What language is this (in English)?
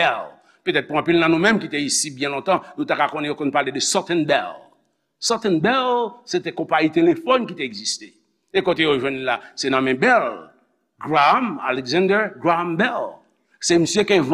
Haitian Creole